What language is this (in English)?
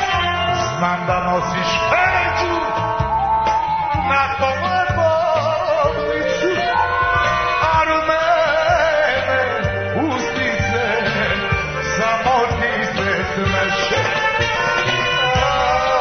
Serbian